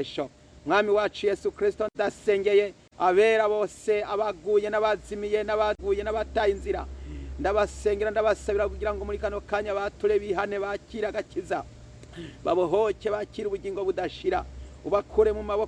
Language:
Rundi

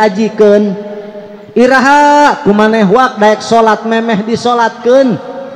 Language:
Sundanese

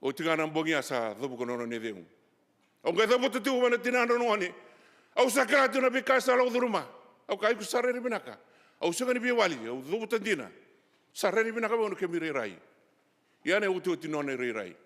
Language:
Fijian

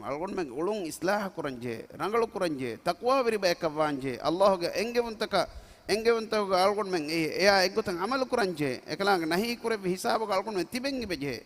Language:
Divehi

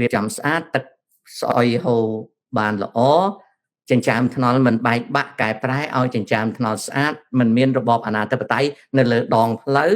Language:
Khmer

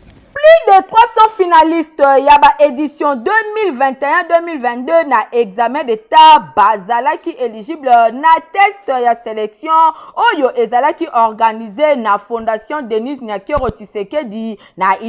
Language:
Lingala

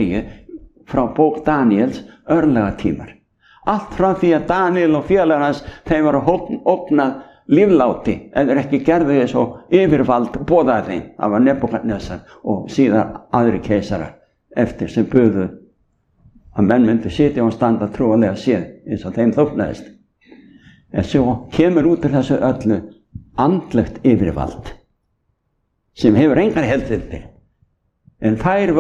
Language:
Icelandic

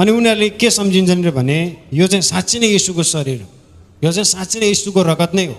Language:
Nepali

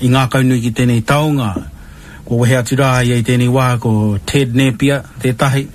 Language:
Māori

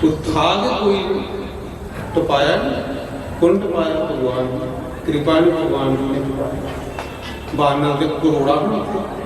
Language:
Dogri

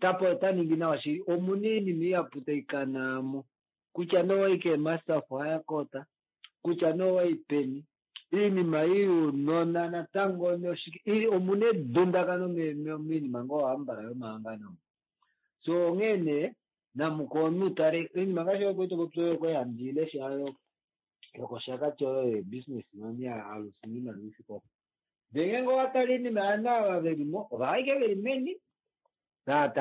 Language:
Kuanyama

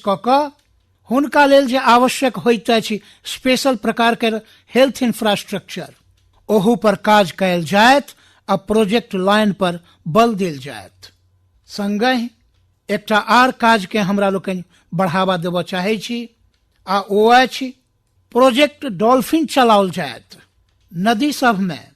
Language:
Maithili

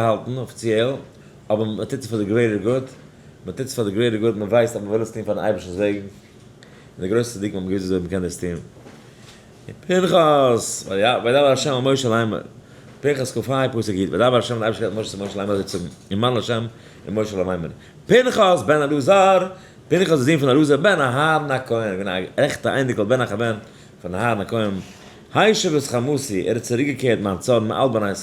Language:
Yiddish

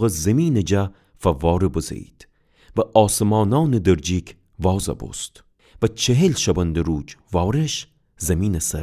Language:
Gilaki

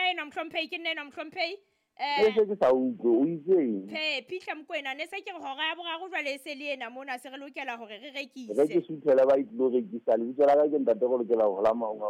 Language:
Southern Sotho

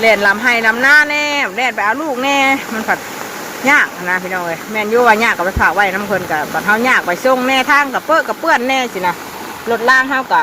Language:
Northeastern Thai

